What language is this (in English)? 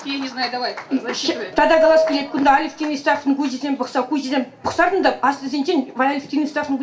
Chuvash